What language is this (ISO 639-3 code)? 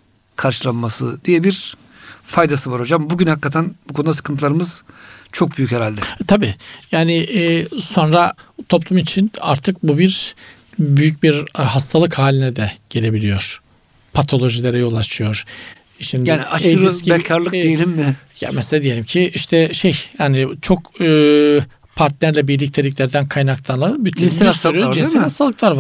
tur